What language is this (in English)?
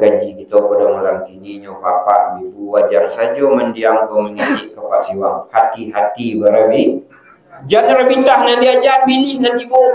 Minangkabau